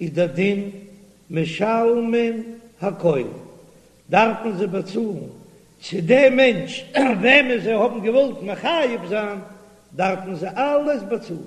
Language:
Yiddish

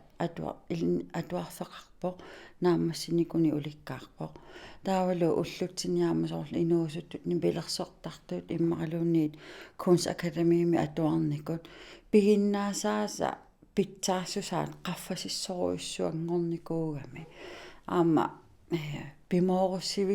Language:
Kalaallisut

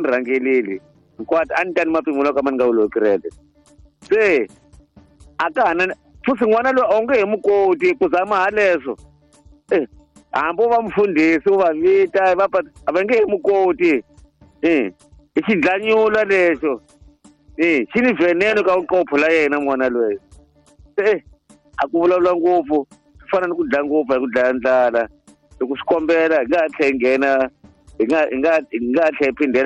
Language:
Tsonga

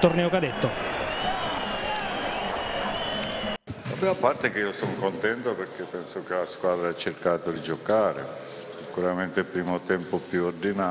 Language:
Italian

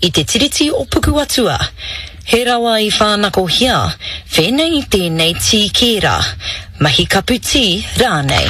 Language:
Māori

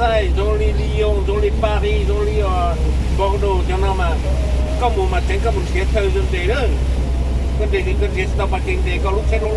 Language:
Hmong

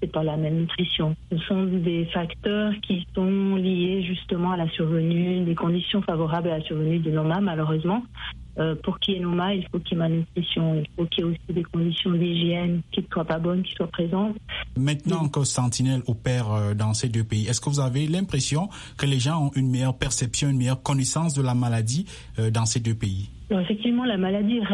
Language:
French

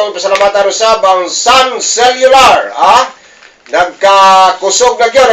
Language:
Cebuano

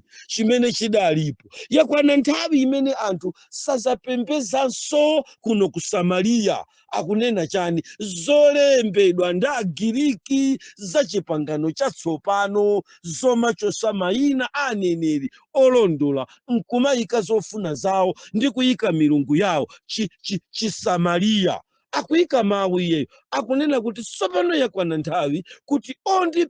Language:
Nyanja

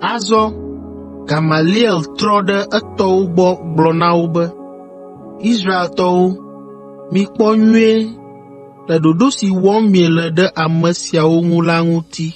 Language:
Ewe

